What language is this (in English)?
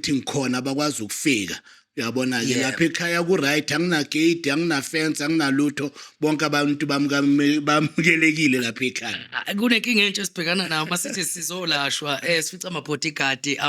Zulu